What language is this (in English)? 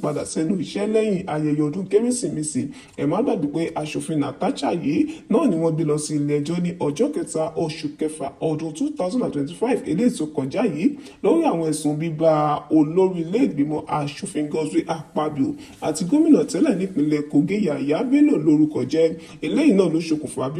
Yoruba